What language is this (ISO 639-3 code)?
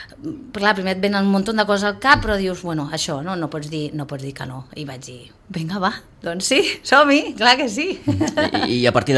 cat